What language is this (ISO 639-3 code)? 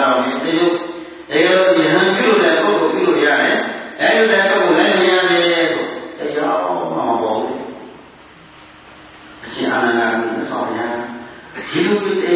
mya